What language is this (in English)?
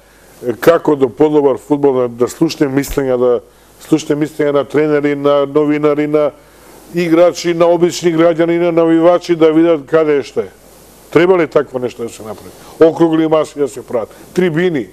Macedonian